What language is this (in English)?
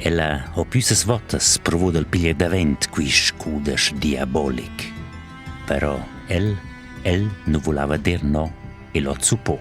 Romansh